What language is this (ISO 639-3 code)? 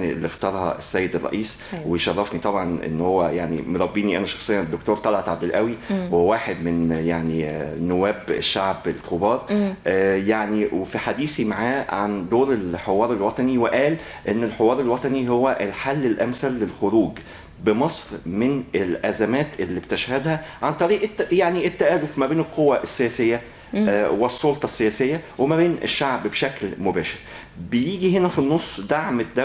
arz